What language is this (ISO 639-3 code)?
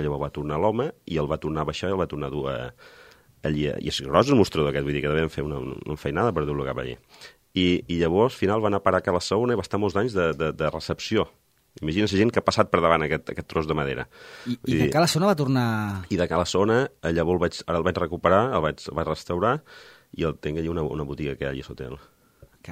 cat